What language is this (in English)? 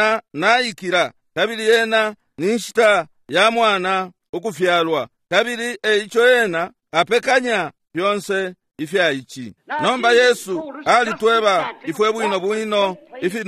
Bemba